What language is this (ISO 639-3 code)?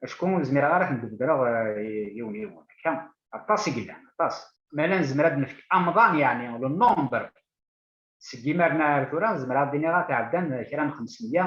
kab